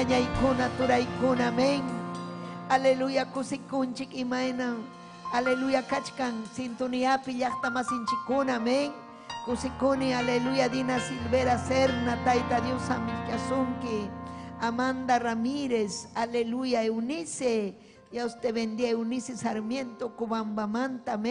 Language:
Ayacucho Quechua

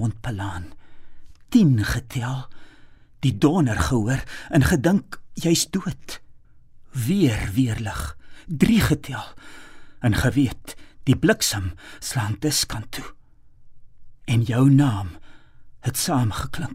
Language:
Afrikaans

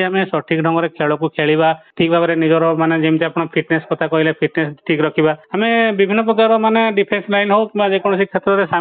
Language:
Odia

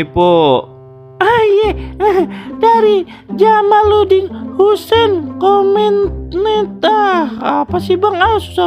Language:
Betawi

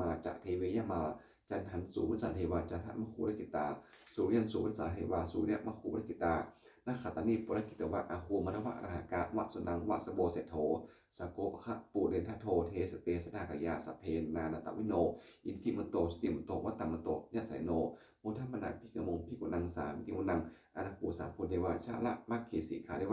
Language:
Pali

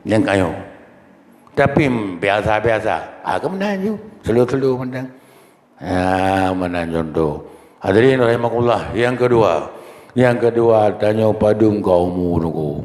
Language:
Achinese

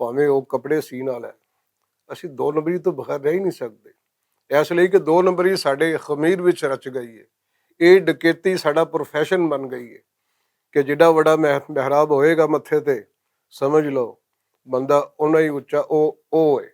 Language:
Western Panjabi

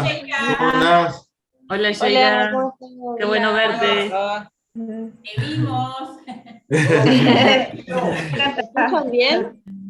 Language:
Guarani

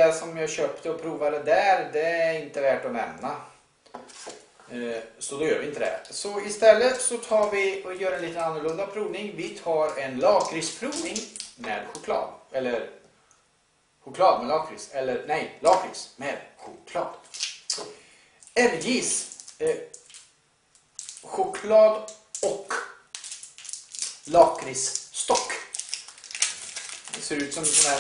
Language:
Swedish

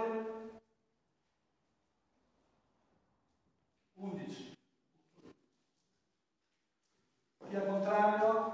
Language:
Italian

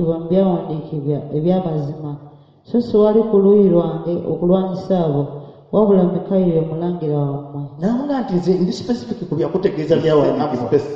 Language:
Ganda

